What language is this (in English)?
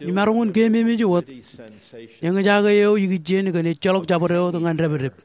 Marshallese